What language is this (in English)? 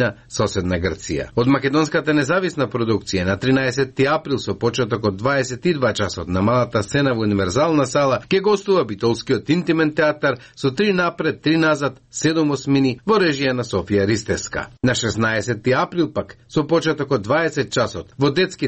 Macedonian